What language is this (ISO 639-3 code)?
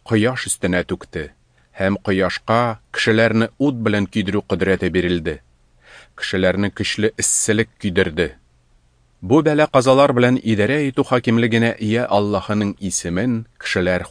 tat